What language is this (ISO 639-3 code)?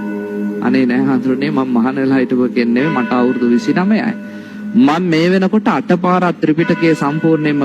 sin